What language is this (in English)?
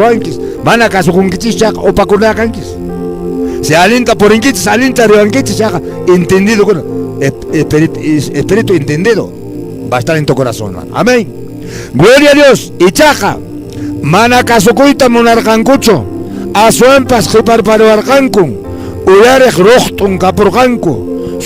Quechua